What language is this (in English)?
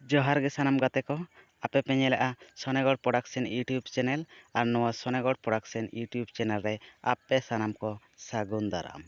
Santali